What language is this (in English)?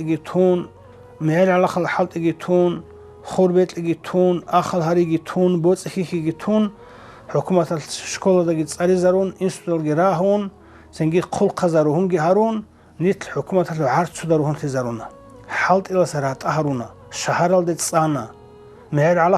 Avaric